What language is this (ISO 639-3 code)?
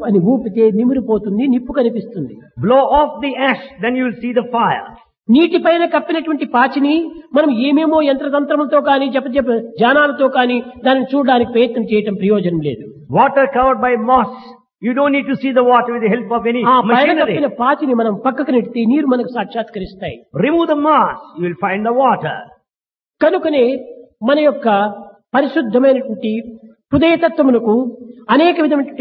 tel